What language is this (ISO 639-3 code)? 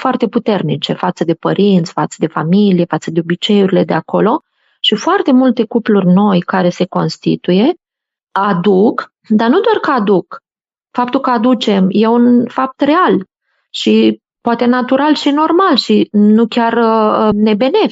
ron